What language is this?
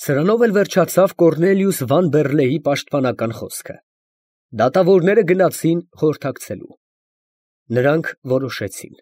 Armenian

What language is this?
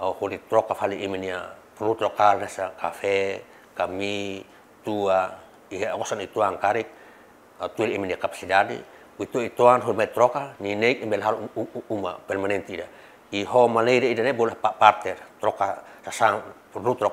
Tetum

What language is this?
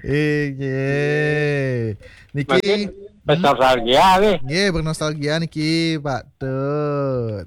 Balinese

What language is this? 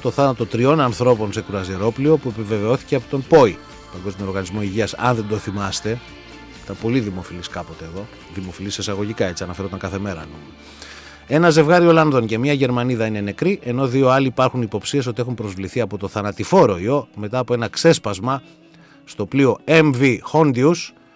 Greek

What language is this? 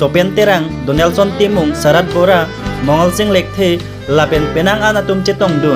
Karbi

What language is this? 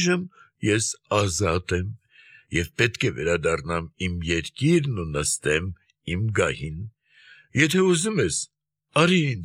Armenian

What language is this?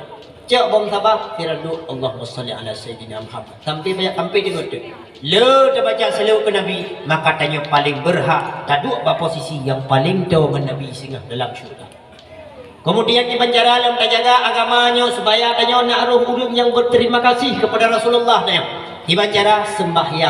Achinese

